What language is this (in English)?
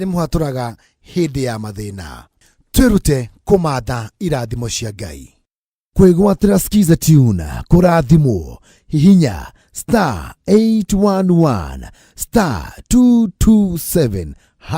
Kikuyu